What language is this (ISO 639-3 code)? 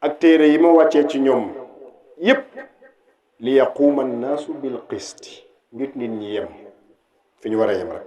wol